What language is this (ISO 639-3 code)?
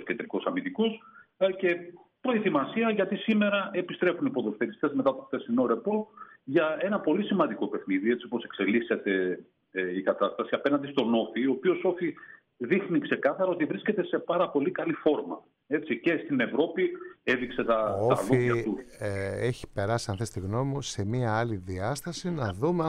ell